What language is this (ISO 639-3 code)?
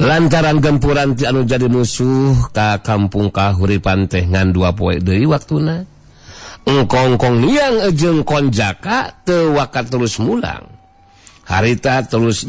sun